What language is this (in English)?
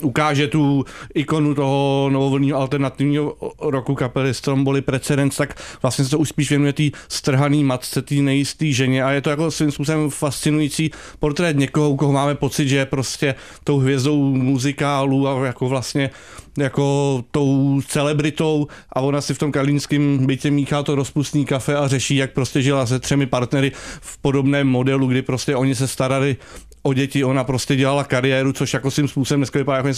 Czech